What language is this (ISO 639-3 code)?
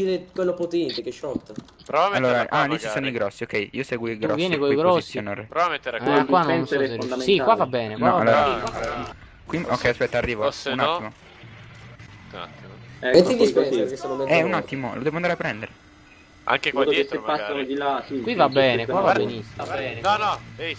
ita